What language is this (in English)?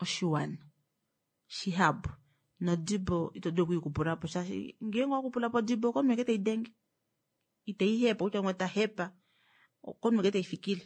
Kuanyama